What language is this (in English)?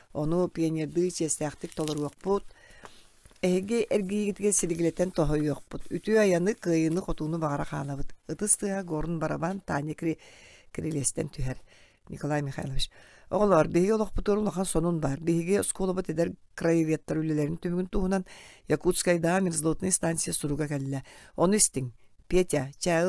Yakut